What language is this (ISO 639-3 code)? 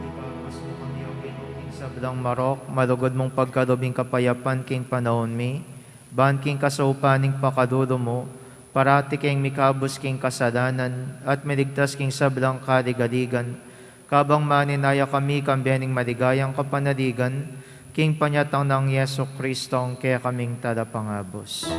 pam